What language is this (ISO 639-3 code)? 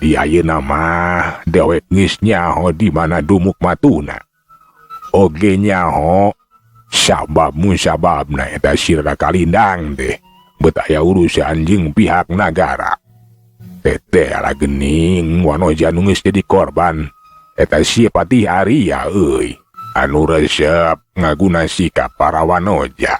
sun